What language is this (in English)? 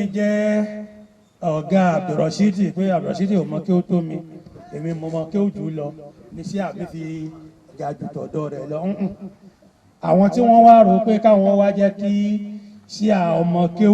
Yoruba